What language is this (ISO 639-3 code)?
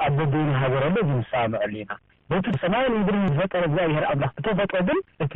tir